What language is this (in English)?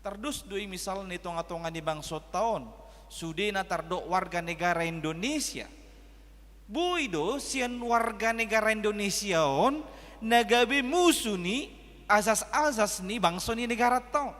Batak Toba